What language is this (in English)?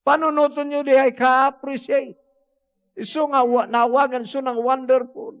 Iloko